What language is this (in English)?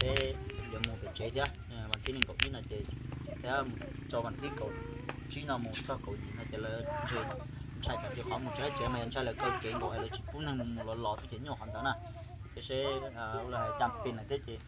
Hmong